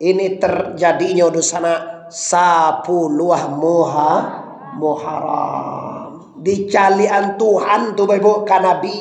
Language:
Minangkabau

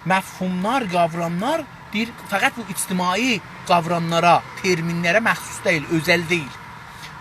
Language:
South Azerbaijani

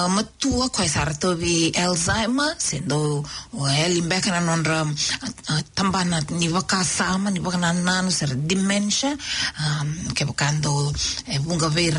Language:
Fijian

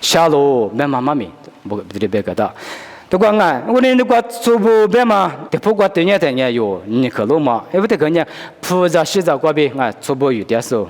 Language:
Lisu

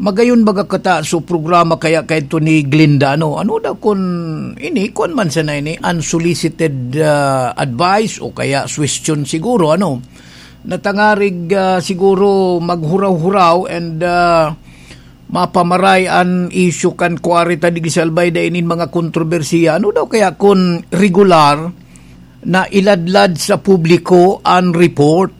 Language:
Bikol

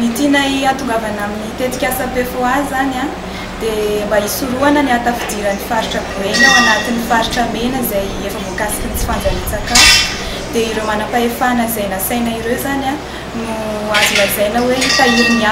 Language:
Malagasy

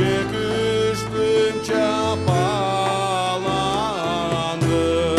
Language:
Crimean Tatar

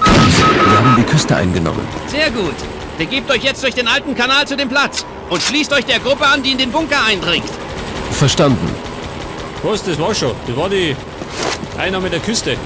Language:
Bavarian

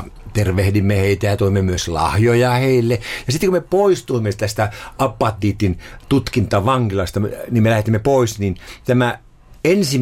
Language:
Finnish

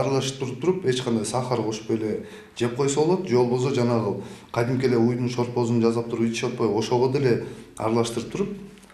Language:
Kyrgyz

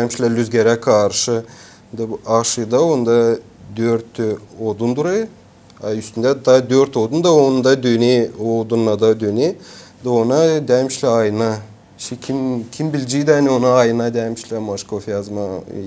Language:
Gagauz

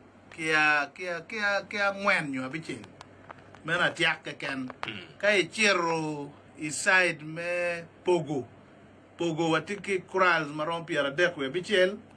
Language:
Acoli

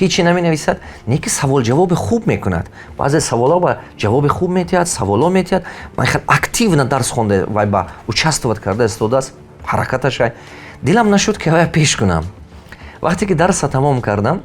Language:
Tajik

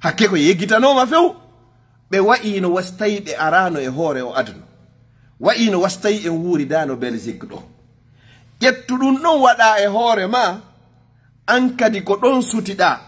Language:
Fula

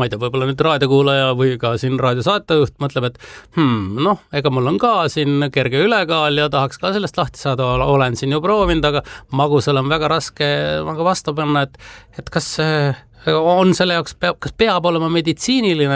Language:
Estonian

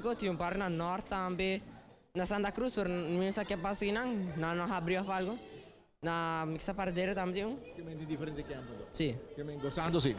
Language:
Papiamento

